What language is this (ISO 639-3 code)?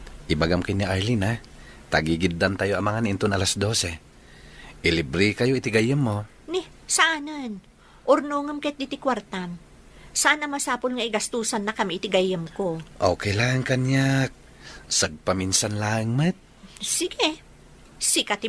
ilo